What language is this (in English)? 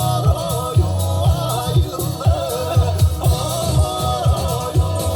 Yakut